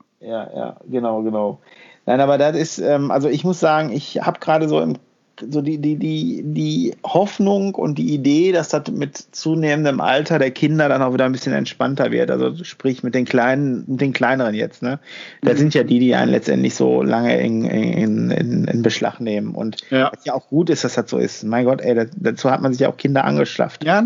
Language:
German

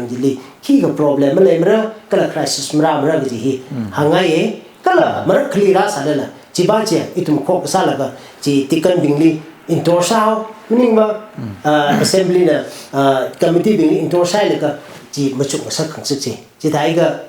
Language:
Tangkhul Naga (India)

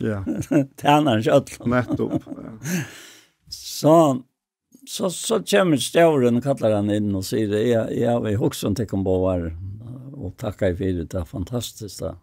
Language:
Faroese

